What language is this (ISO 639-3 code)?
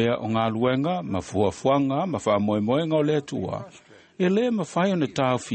smo